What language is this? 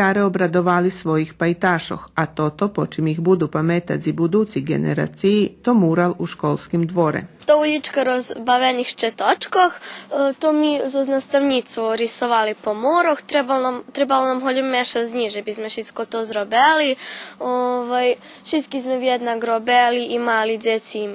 Rusyn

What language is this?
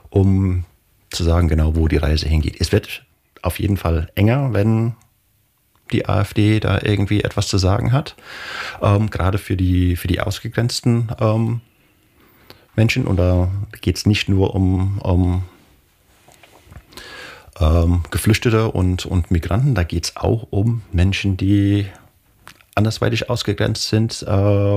German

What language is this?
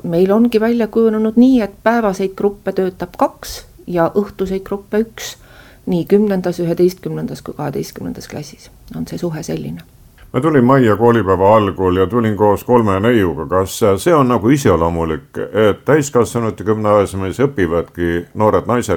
Estonian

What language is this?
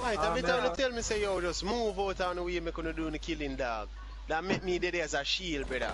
Jamaican Creole English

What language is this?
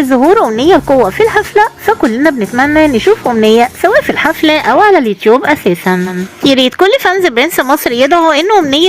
Egyptian Arabic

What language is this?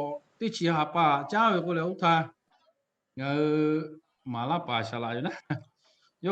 Lahu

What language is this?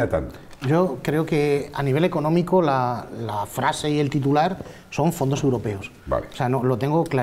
Spanish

